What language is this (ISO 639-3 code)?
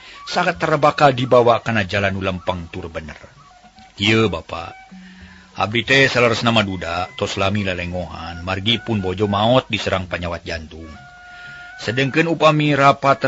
sun